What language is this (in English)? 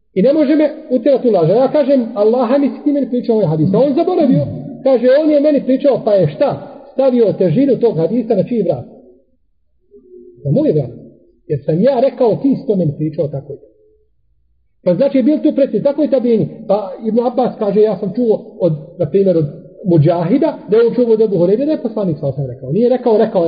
Bosnian